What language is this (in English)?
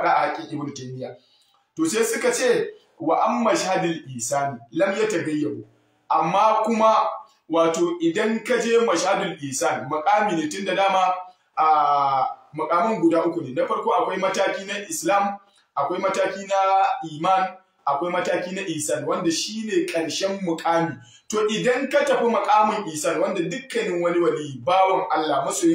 Hausa